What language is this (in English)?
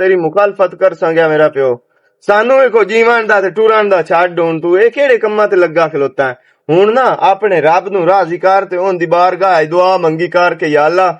Western Panjabi